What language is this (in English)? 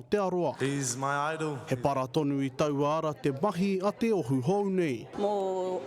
Māori